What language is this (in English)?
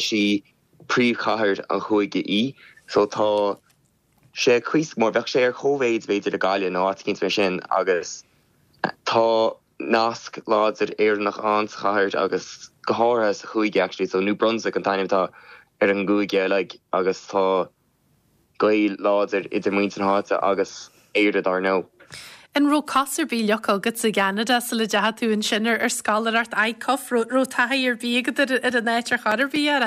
Irish